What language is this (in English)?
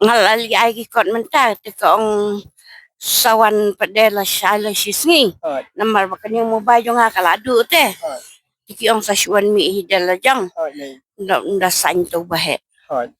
Khasi